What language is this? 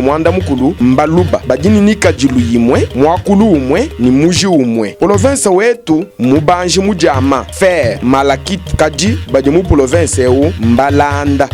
Luba-Lulua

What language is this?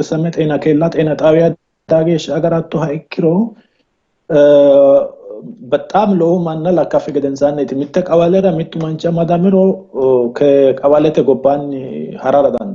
Sidamo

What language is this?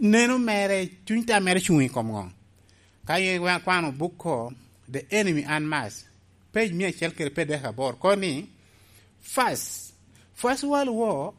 Lango (Uganda)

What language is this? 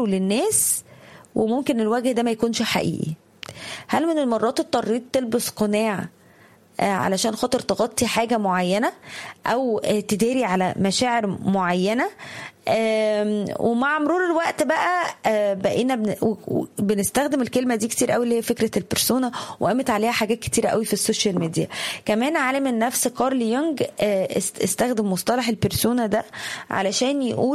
Egyptian Arabic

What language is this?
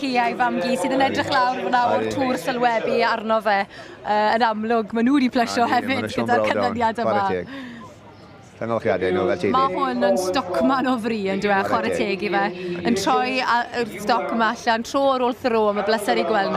Welsh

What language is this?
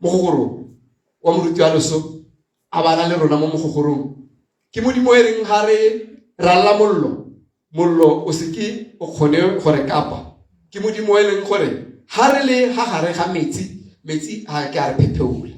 Tswana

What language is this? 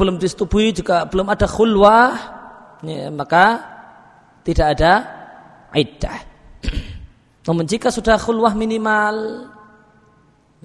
Indonesian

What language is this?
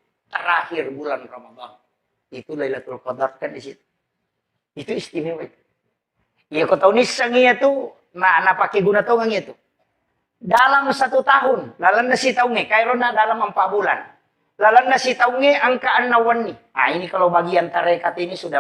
Buginese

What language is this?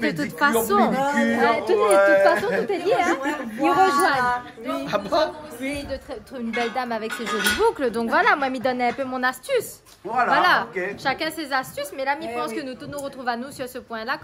Réunion Creole French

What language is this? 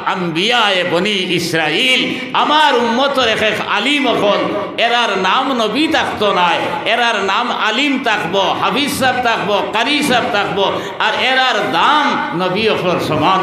Sylheti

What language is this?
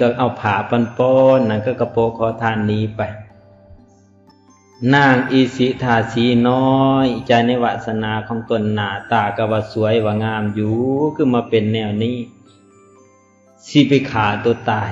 Lao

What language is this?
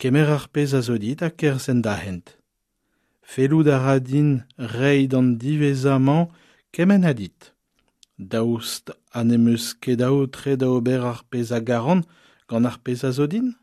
Breton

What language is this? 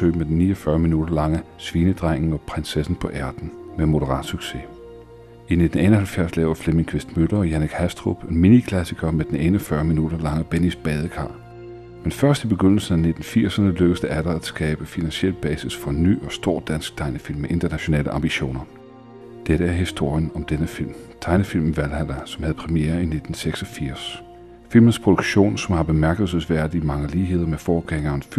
Danish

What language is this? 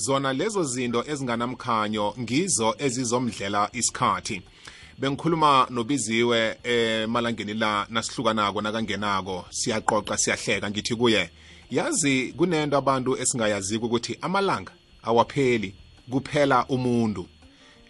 South Ndebele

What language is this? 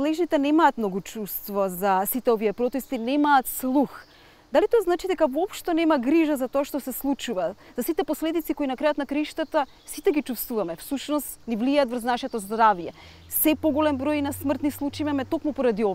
Macedonian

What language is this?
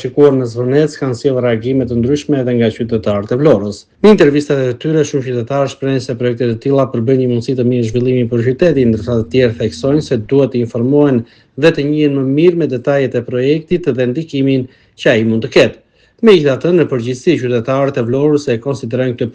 Albanian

